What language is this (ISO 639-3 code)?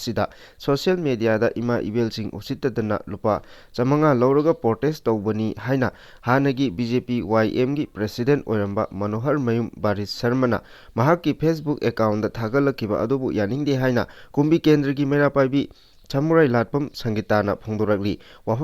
mni